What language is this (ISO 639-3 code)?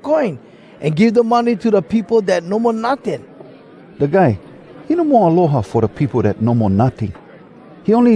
hwc